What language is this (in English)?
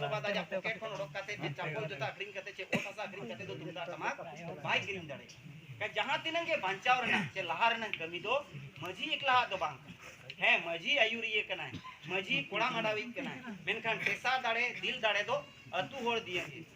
Santali